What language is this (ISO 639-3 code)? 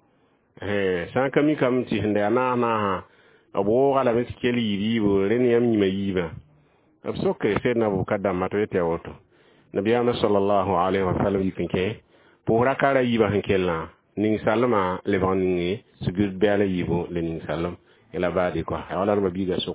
mos